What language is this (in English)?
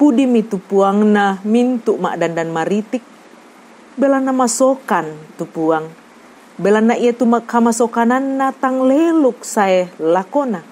Toraja-Sa'dan